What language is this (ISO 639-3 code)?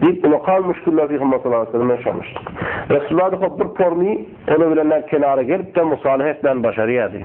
tuk